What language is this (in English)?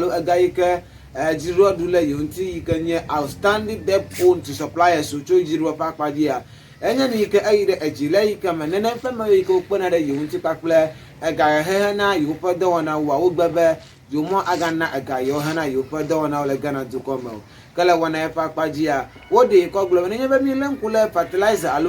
Ewe